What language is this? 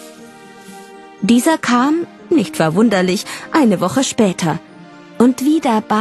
German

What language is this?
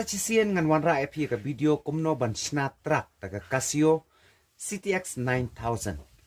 Khasi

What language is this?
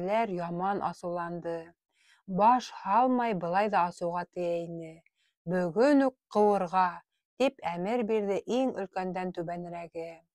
Bashkir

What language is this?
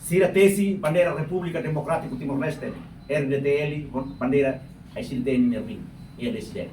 Tetum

